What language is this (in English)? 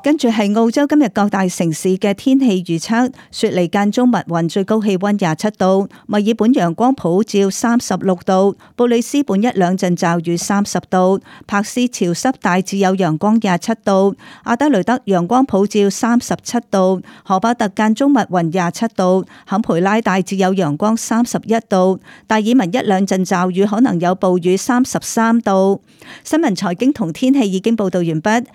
Cantonese